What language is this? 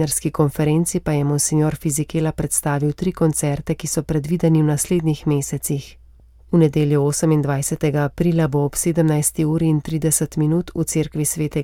Slovenian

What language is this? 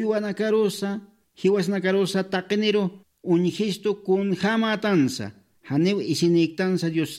Aymara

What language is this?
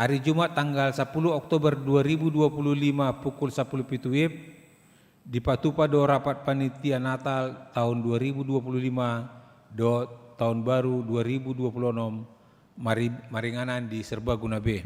Batak Toba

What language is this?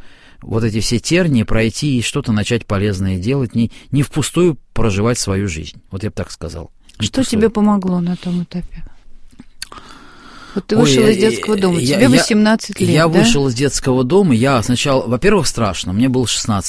Russian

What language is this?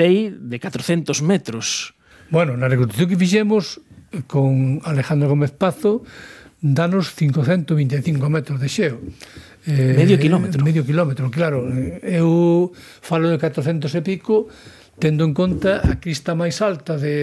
Galician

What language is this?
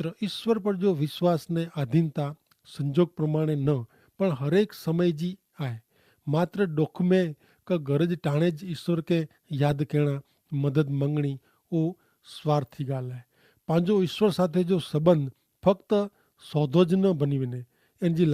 Kachhi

